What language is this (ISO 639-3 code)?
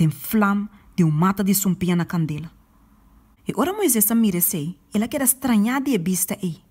pap